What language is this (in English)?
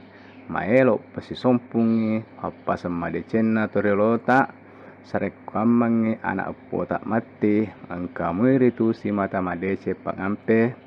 Buginese